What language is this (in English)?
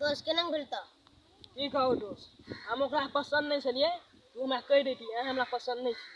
Maithili